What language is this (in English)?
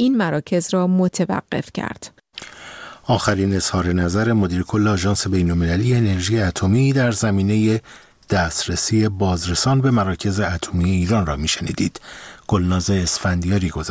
Persian